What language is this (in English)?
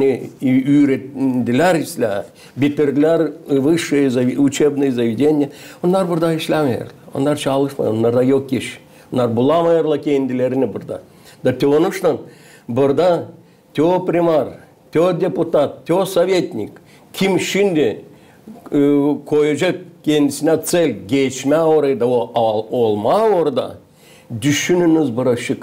Gagauz